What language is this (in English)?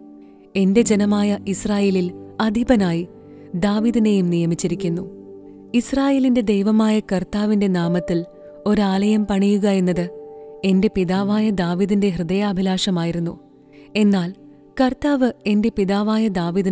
Malayalam